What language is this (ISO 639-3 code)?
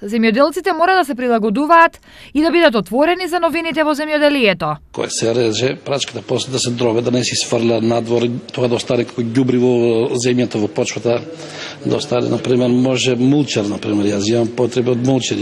mkd